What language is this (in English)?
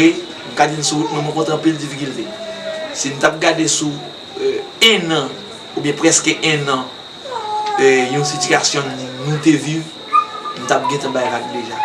Haitian Creole